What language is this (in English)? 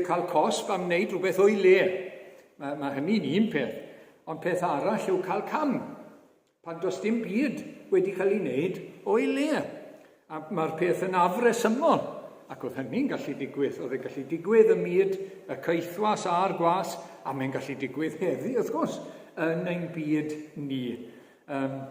Welsh